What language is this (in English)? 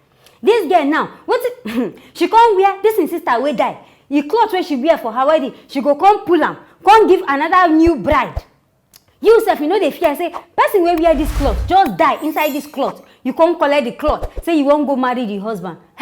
Nigerian Pidgin